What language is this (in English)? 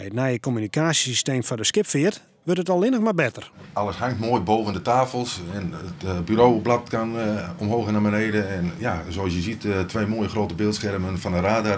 Western Frisian